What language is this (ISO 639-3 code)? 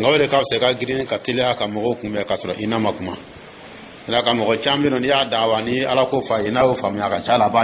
dyu